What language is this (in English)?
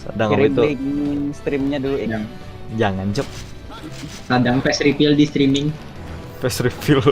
Banjar